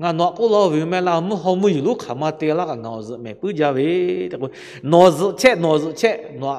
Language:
Lahu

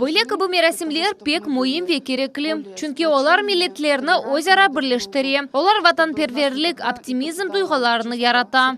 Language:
Crimean Tatar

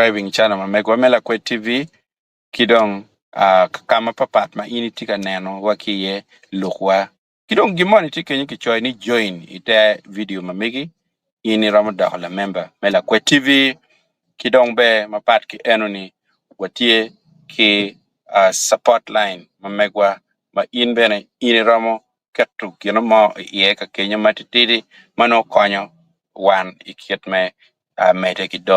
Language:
Acoli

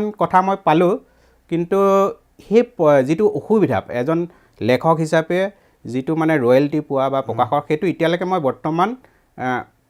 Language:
Assamese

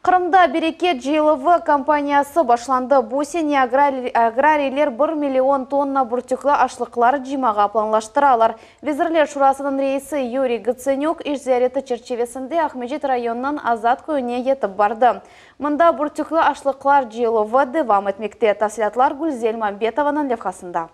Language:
Crimean Tatar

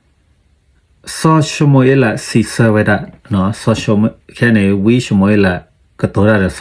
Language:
S'gaw Karen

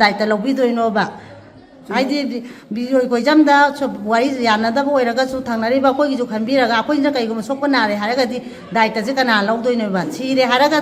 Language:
Manipuri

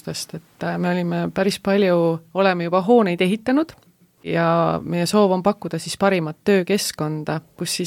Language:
Estonian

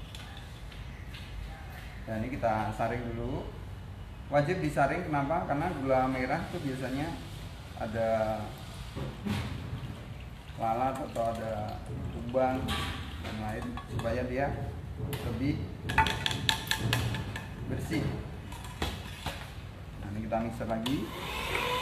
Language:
Indonesian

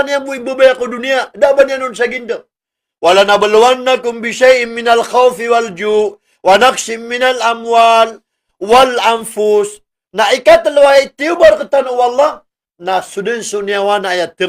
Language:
Maranao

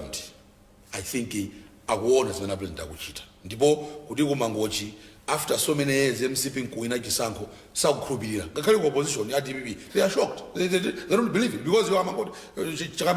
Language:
Nyanja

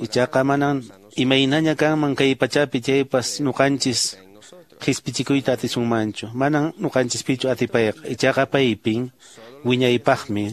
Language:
Quechua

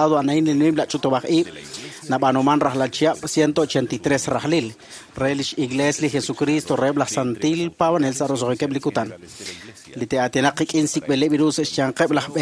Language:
Kekchí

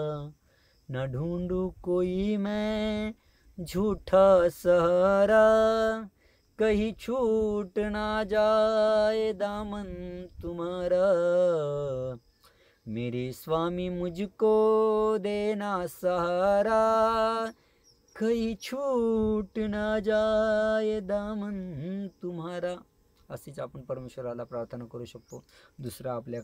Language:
Marathi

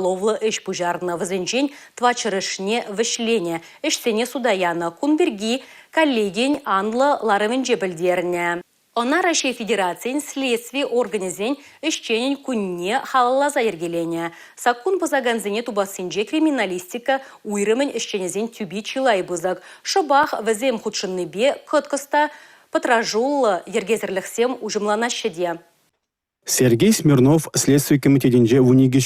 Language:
Chuvash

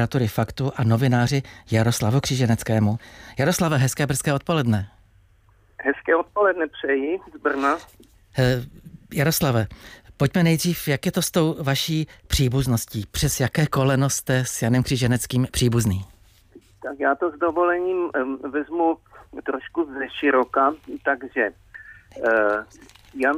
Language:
Czech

